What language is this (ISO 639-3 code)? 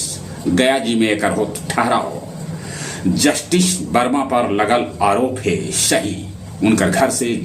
mag